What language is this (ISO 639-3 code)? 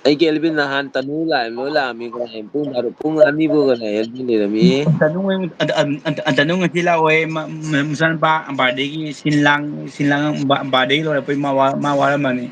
mni